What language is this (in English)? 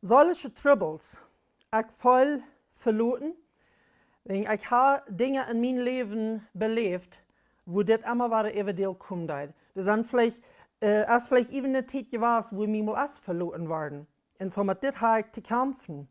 Plautdietsch